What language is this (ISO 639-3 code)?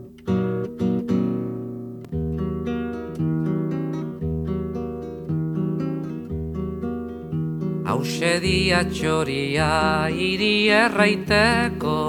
eus